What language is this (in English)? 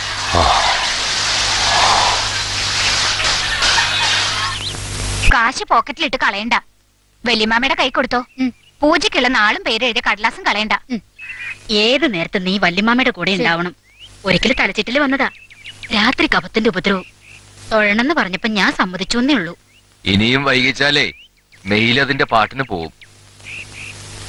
Malayalam